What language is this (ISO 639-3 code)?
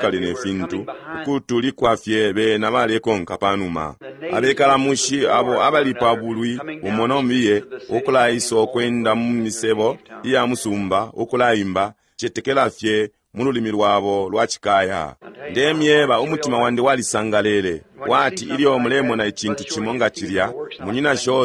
bem